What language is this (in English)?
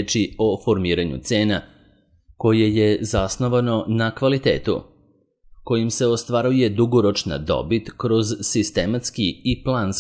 Serbian